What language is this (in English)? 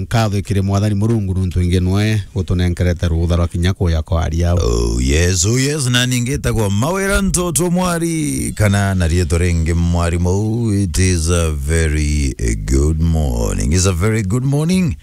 Meru